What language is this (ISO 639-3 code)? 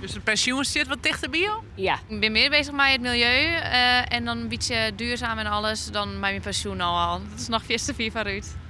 fry